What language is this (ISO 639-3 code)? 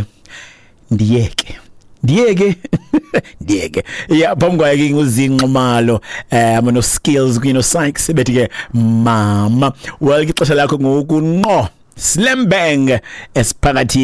xho